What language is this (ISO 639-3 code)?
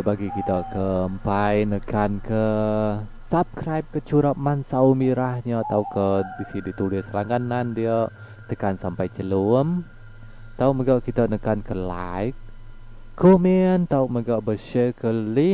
iba